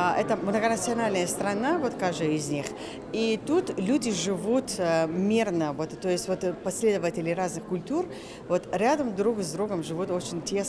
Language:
Russian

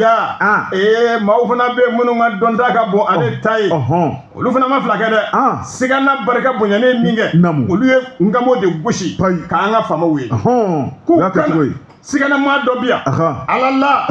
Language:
Bambara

